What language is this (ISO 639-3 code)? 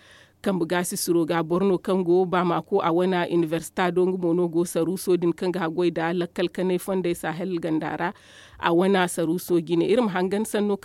dje